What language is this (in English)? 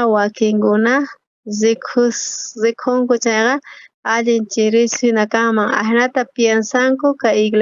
South Bolivian Quechua